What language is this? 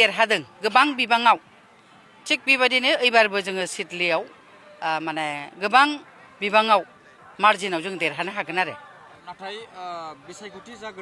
Bodo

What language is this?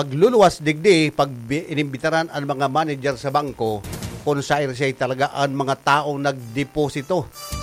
Bikol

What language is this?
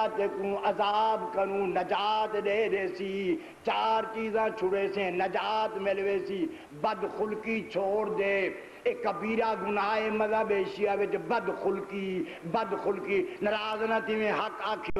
Saraiki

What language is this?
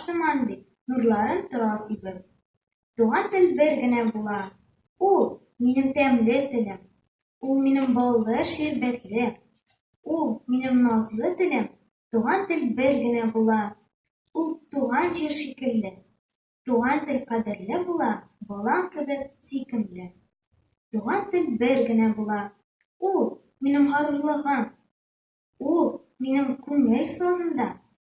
Tatar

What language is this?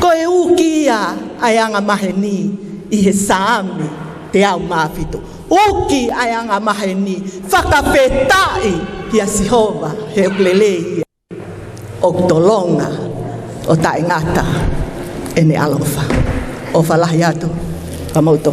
Tongan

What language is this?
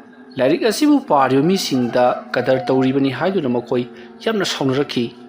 Manipuri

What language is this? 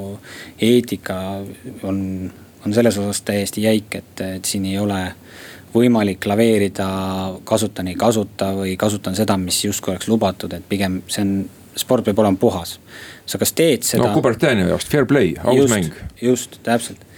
Estonian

